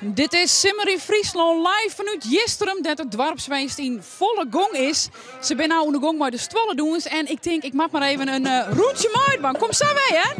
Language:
Western Frisian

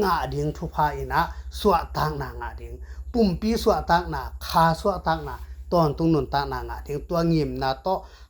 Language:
Tedim Chin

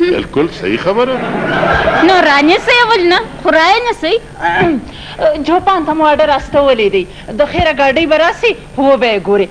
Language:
Pashto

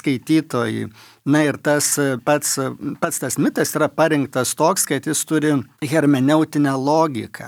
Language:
Lithuanian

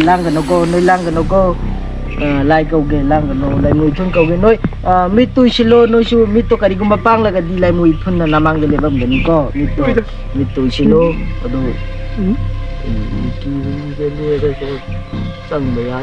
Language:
Manipuri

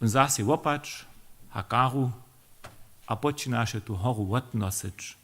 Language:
Upper Sorbian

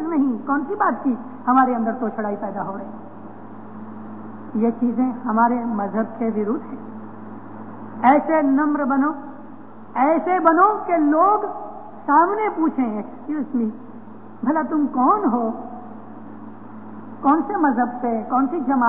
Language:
Urdu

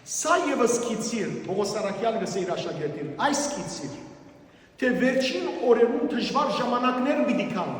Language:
Western Armenian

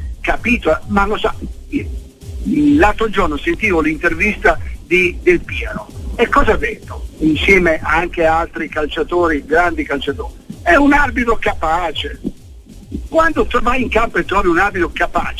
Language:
Italian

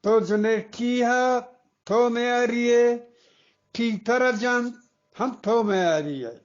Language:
Eastern Balochi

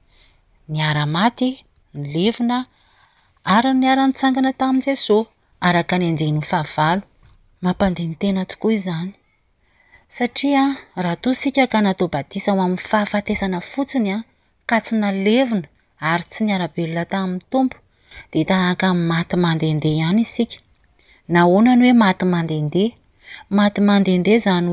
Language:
Malagasy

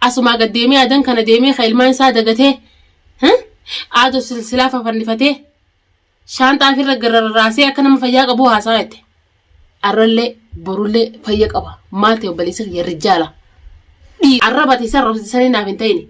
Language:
Oromo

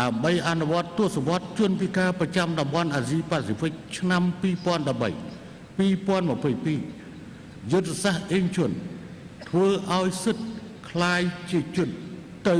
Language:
Khmer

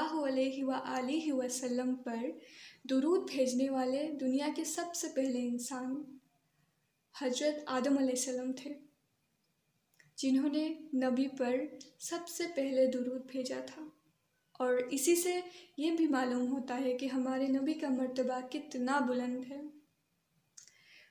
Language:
Urdu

